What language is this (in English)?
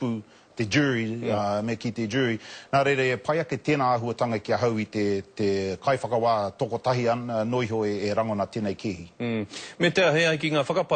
Māori